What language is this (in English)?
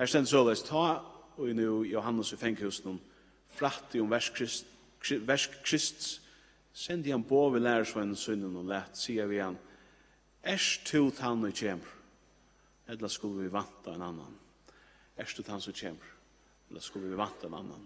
Faroese